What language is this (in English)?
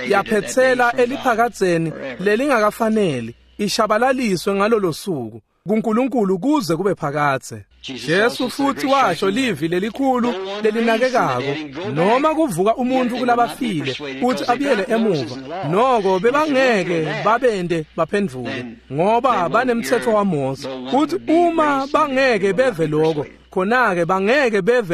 Swati